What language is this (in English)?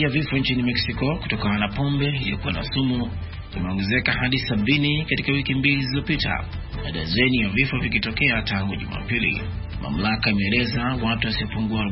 Swahili